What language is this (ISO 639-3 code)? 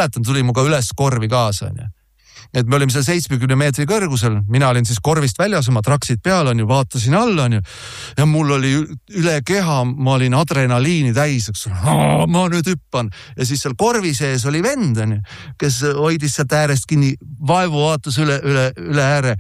est